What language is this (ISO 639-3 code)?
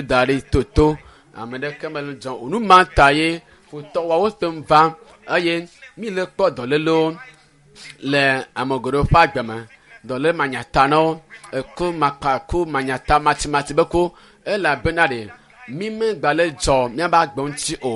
ewe